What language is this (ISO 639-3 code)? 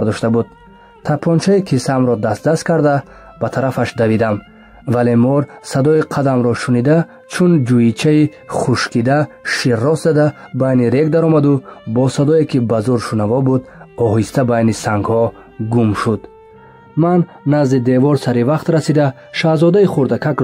tgk